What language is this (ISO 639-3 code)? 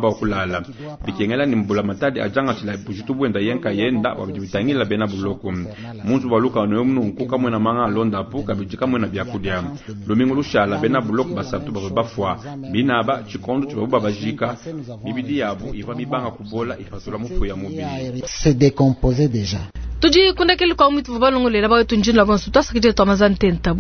lua